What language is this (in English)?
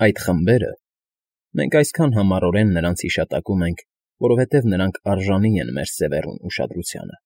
Armenian